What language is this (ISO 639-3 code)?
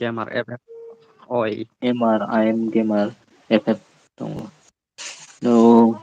trp